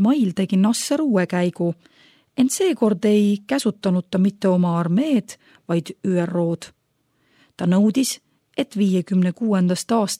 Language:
Estonian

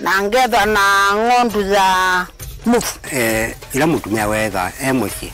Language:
Kamba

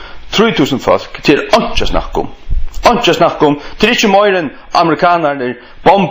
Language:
Faroese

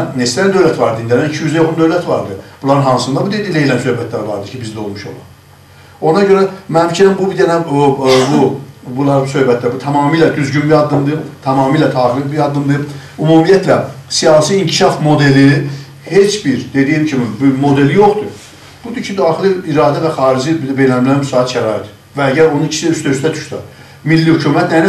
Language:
South Azerbaijani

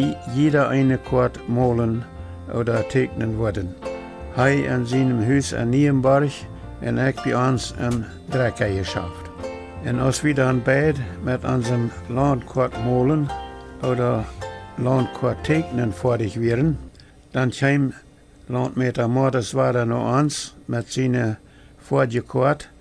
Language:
Plautdietsch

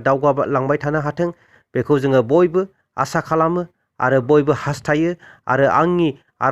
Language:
Bodo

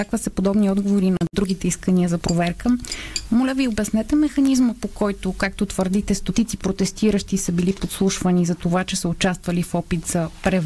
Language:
Bulgarian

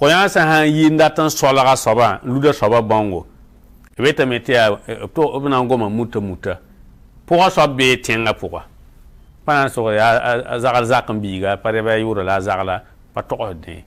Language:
Mossi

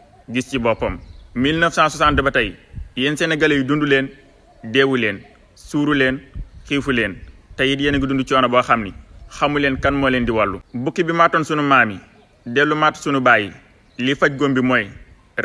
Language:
Wolof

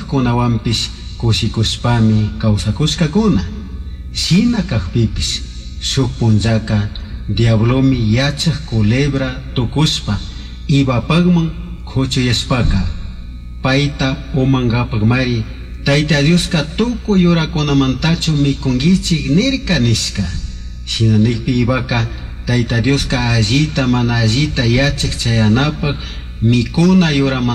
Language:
Chimborazo Highland Quichua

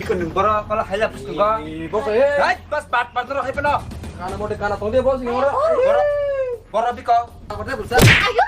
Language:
Kok Borok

